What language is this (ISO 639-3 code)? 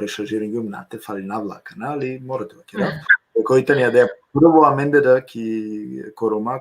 rmn